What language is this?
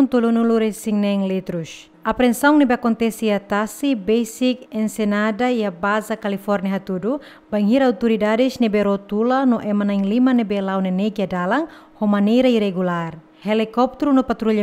Tetum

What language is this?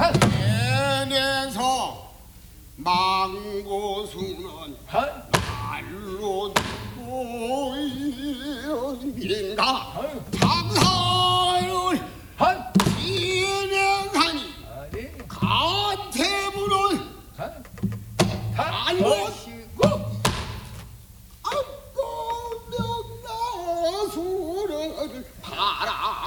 Korean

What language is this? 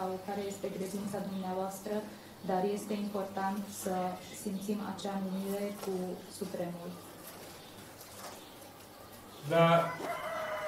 Romanian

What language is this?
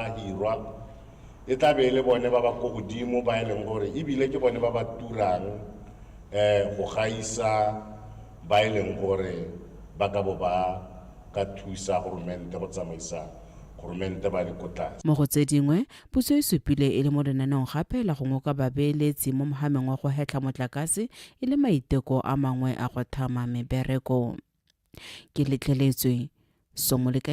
Tswana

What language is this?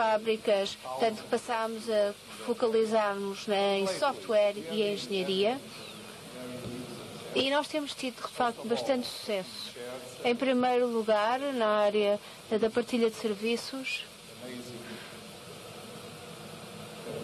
Portuguese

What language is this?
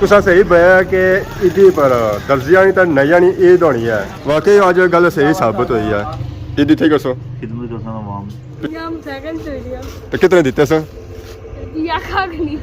Pahari-Potwari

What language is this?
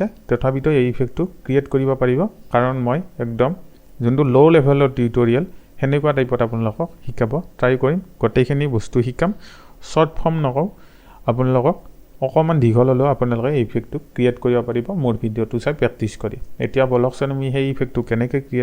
Assamese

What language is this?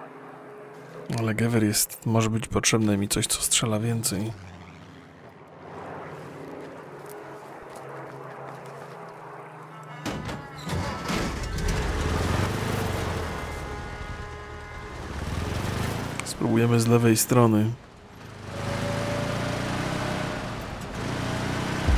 Polish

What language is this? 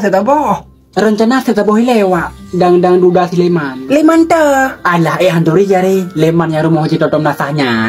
Achinese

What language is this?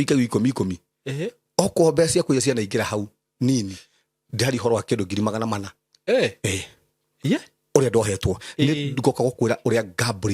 Kikuyu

